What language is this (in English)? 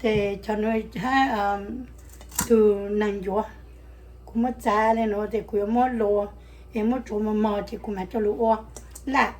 Hmong